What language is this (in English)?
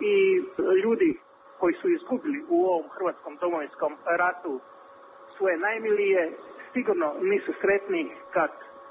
Croatian